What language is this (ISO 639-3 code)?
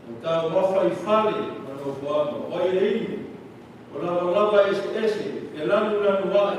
smo